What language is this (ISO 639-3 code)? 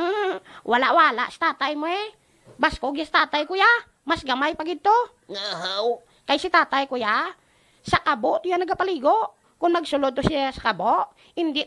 hil